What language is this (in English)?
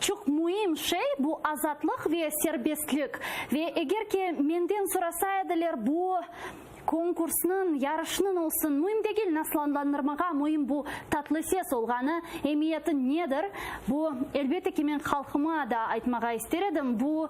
Crimean Tatar